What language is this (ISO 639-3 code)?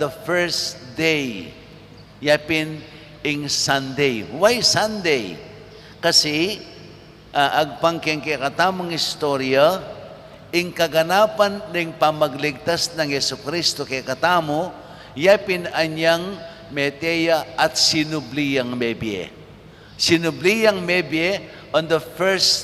pam